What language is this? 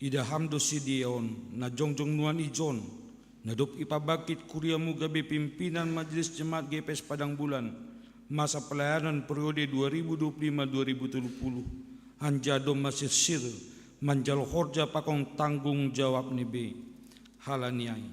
Batak Simalungun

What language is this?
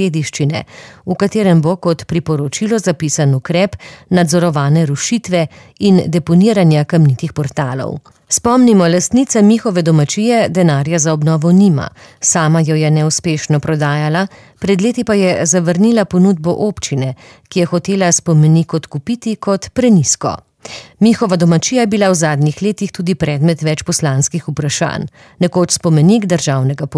Slovenian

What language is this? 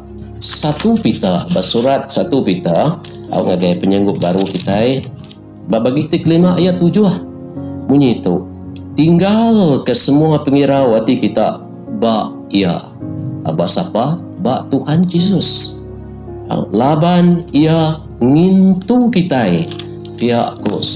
Iban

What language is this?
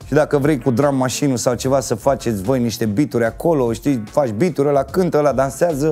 Romanian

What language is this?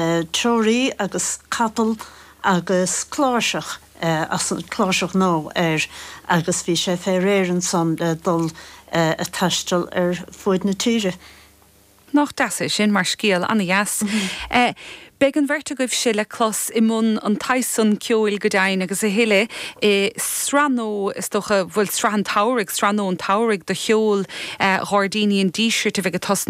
Irish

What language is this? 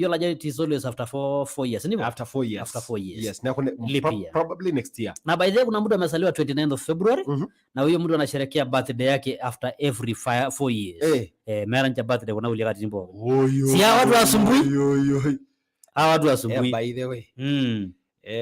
Masai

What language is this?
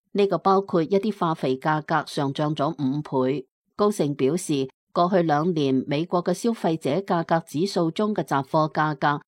Cantonese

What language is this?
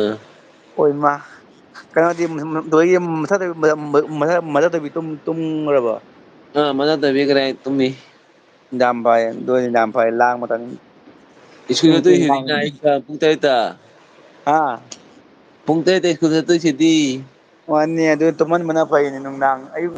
Manipuri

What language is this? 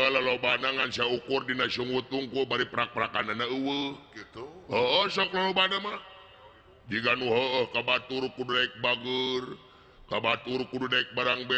Sundanese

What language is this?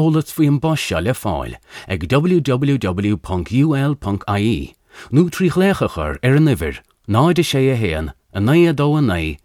Irish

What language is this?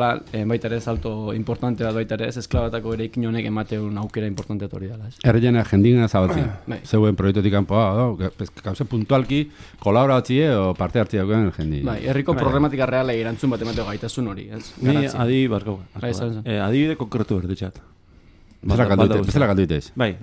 Basque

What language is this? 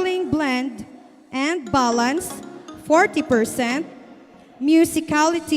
Hiligaynon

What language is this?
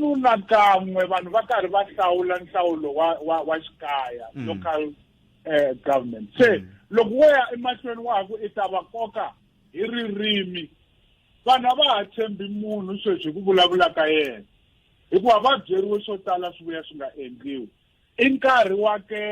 Tsonga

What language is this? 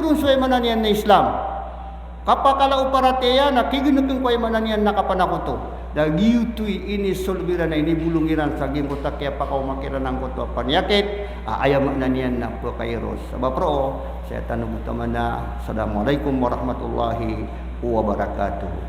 Maranao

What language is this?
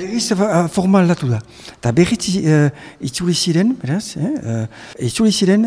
Basque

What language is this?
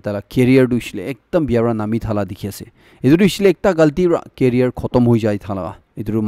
Naga Pidgin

